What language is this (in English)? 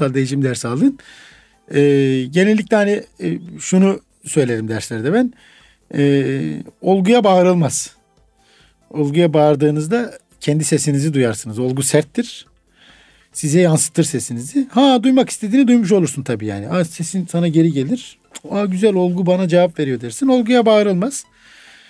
Turkish